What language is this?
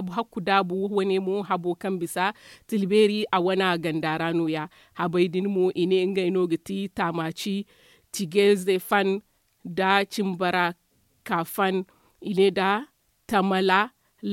Zarma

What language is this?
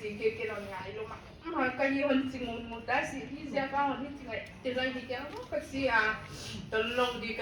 Paite Chin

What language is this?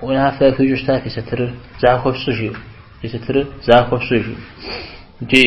Kabardian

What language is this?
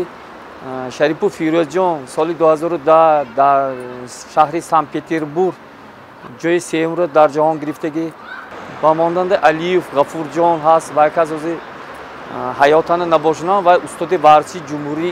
Tajik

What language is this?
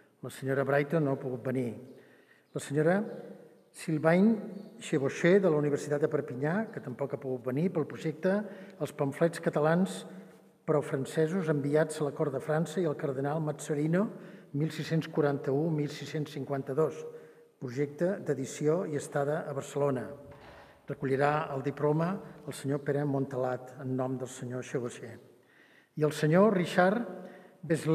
Catalan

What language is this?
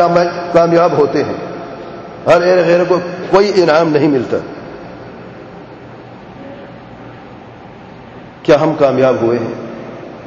Urdu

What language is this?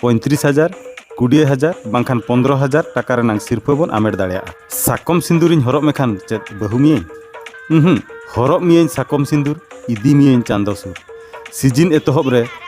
Santali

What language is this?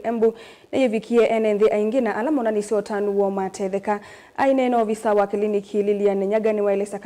Kamba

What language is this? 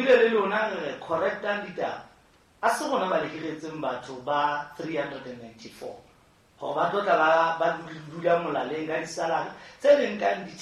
Southern Sotho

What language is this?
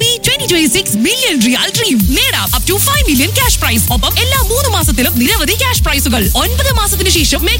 Malayalam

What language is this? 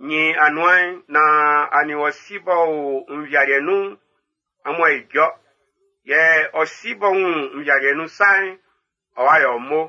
Baoulé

